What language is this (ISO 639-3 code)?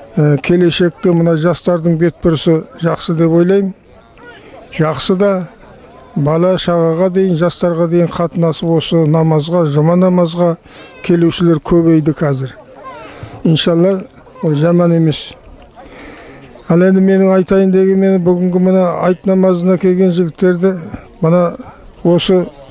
kaz